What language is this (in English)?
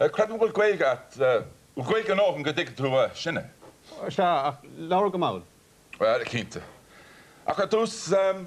Irish